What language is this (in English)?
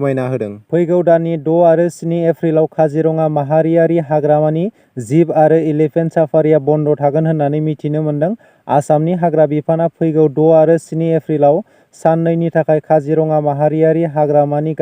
Bodo